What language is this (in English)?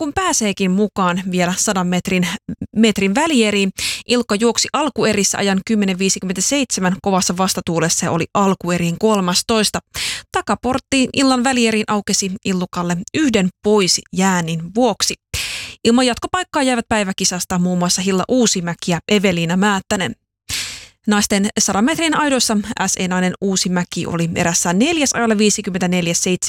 Finnish